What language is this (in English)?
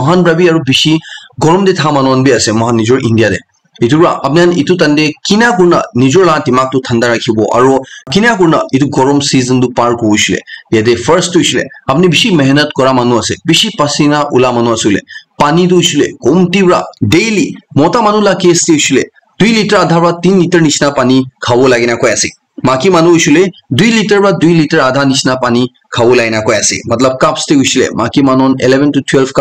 Naga Pidgin